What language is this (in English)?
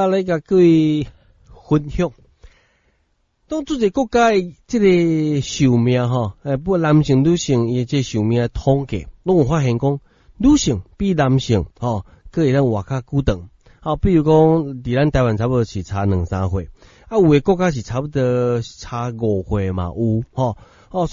Min Nan Chinese